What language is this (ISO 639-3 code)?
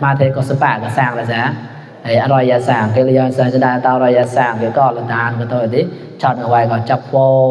mnw